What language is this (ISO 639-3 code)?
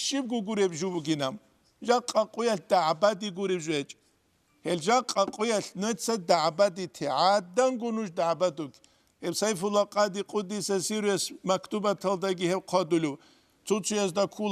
ava